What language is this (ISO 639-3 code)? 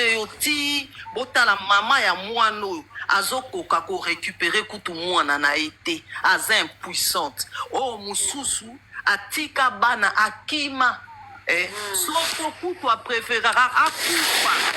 lin